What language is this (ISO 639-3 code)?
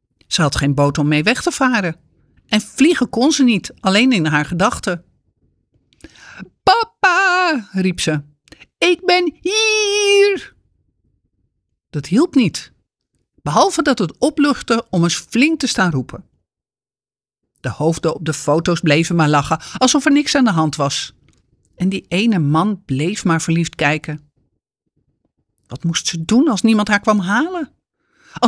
nld